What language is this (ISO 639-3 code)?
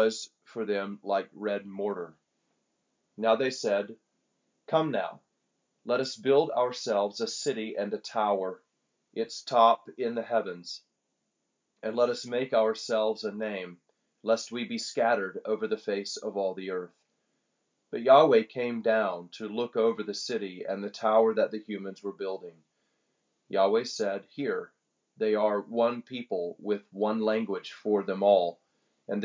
eng